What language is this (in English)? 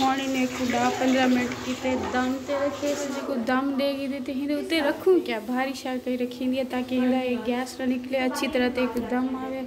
Saraiki